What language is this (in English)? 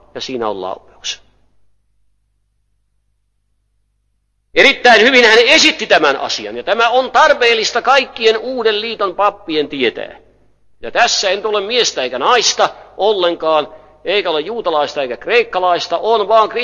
Finnish